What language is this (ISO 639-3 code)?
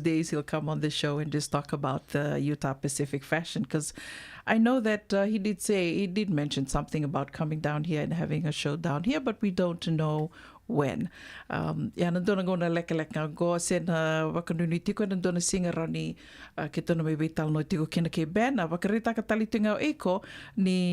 fij